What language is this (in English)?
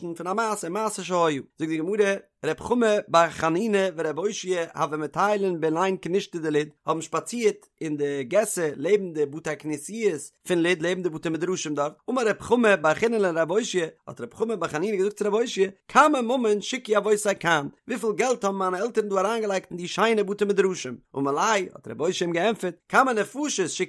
Yiddish